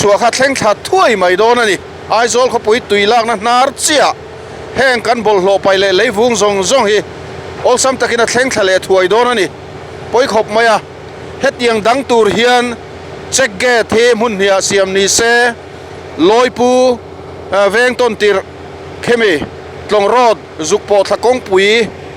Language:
Mizo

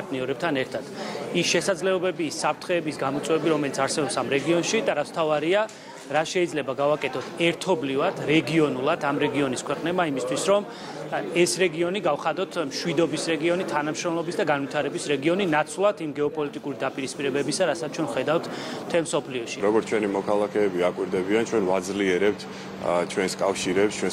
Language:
Georgian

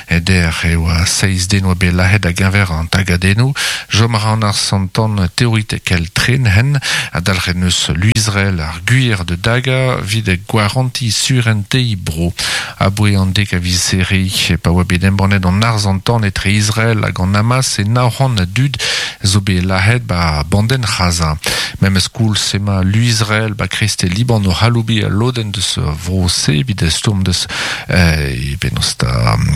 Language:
Breton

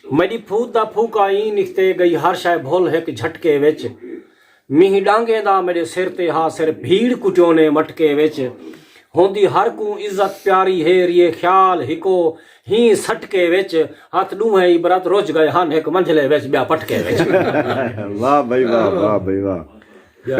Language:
Saraiki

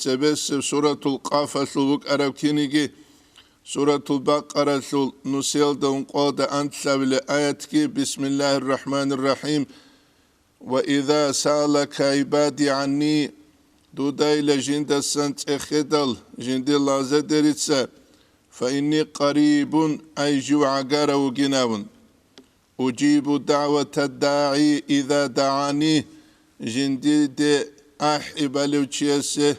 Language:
Avaric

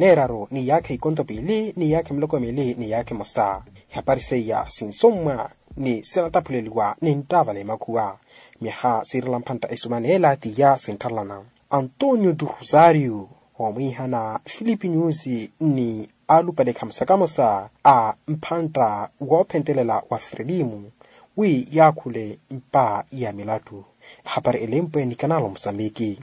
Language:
Makhuwa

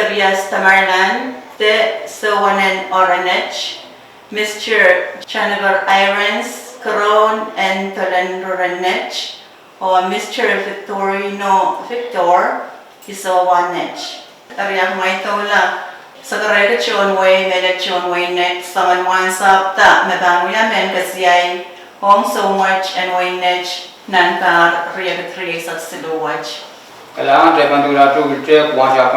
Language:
Pohnpeian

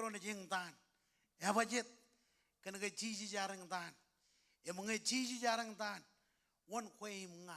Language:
Marshallese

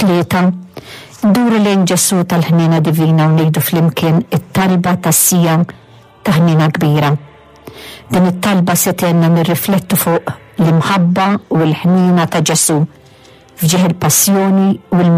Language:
Maltese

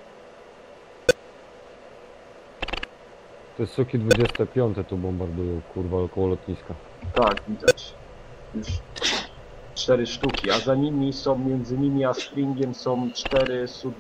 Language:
Polish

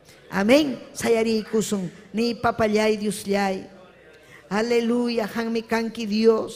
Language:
Ayacucho Quechua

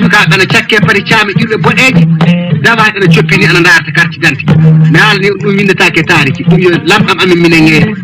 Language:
Fula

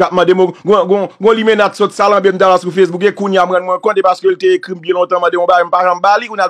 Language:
Haitian Creole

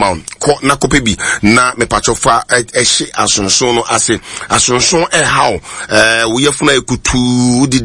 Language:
Akan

